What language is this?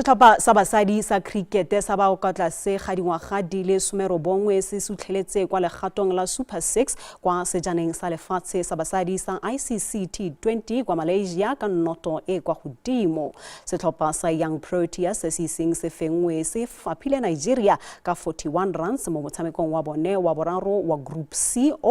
Tswana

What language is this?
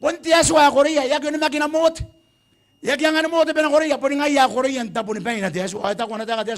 Gilbertese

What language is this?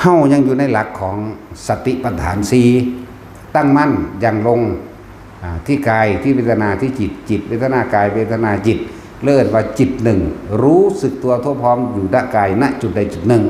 Northeastern Thai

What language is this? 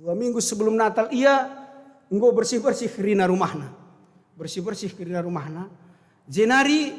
Batak Karo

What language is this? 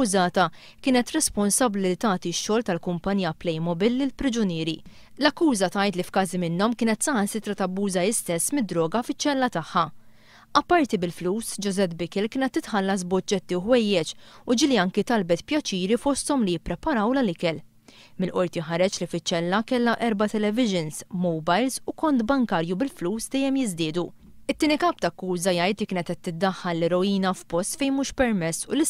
Maltese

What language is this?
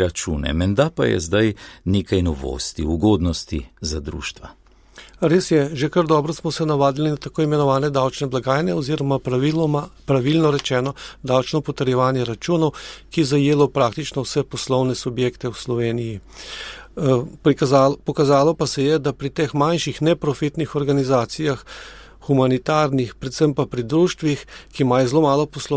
Slovenian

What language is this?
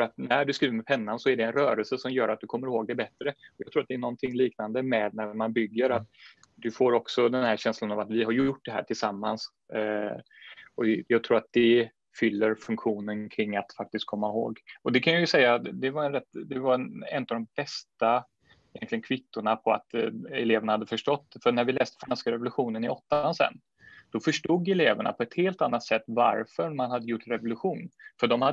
Swedish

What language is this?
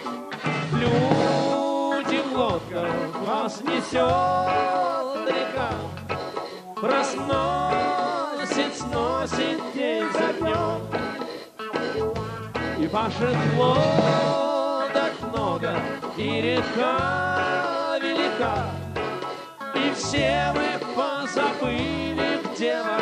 Russian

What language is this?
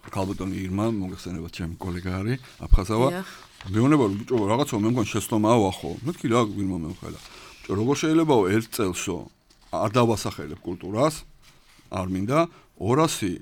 Georgian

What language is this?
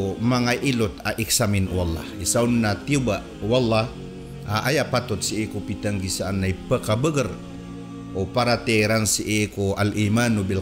Maranao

